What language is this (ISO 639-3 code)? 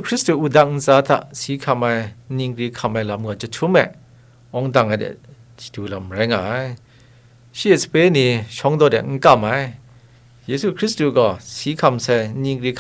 kac